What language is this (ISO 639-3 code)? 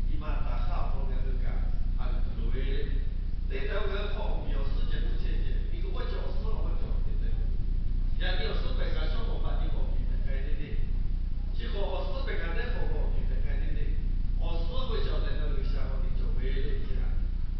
lhu